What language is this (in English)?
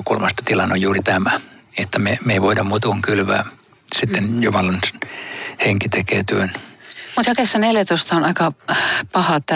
Finnish